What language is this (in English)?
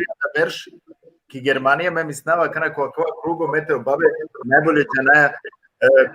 Balkan Romani